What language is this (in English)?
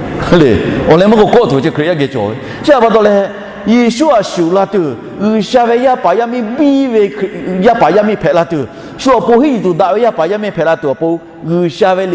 Lahu